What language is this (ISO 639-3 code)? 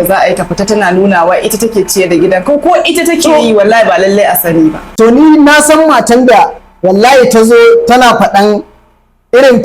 hau